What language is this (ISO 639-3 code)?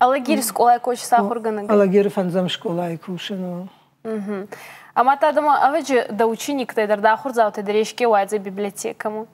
oss